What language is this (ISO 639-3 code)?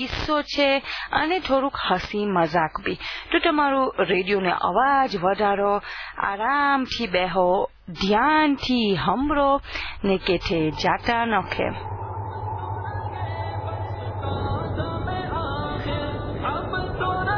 guj